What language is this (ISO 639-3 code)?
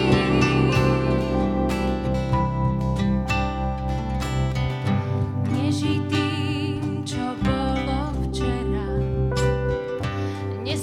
slk